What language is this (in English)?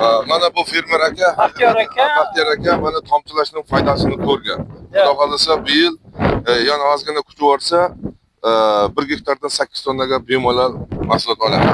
Uzbek